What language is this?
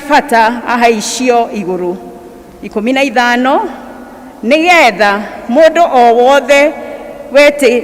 Kikuyu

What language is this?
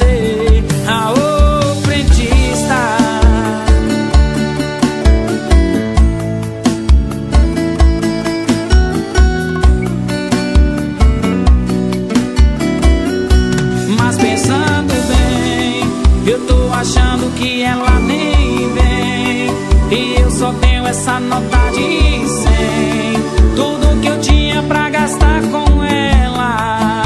Portuguese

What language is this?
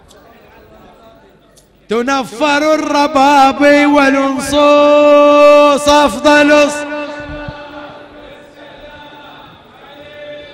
Arabic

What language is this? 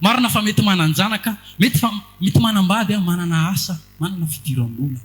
Malagasy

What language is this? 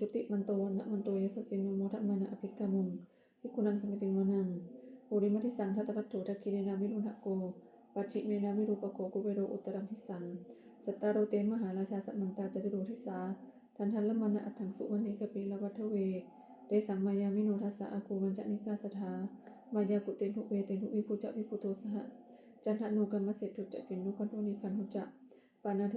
Pali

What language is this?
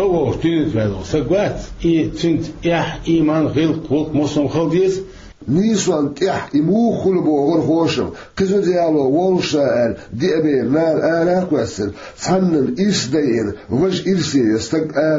Chechen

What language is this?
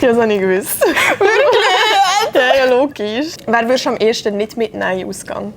Swiss German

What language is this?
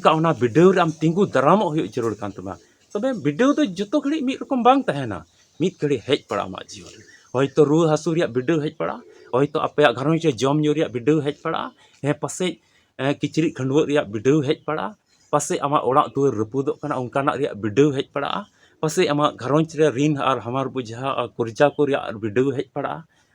Santali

